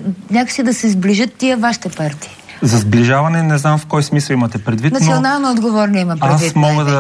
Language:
Bulgarian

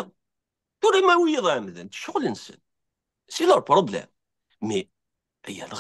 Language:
Kabyle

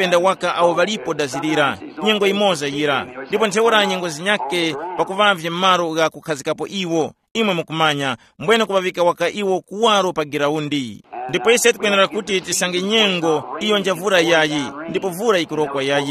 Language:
Tumbuka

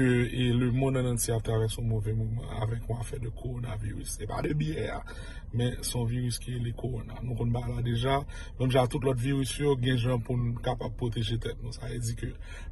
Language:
Haitian Creole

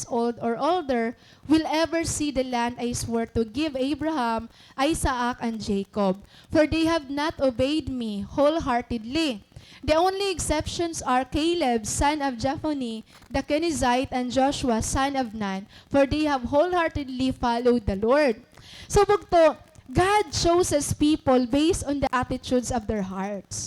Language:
Waray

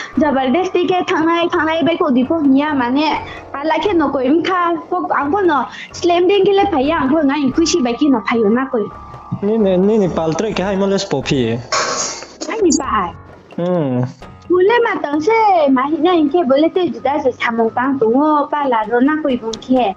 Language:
Riang (India)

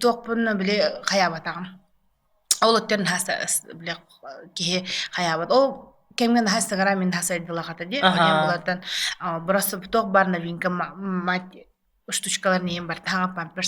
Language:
Yakut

